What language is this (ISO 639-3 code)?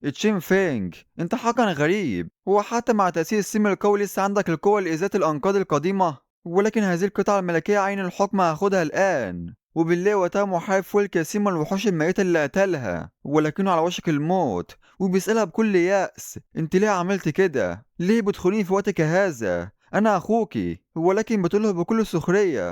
arz